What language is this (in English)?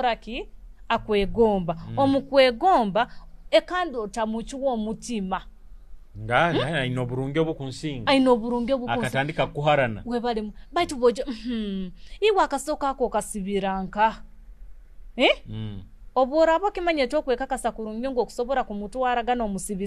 Nyoro